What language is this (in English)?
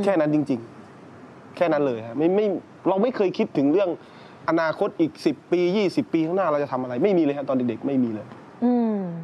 Thai